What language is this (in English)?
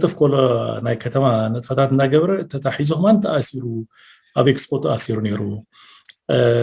Tigrinya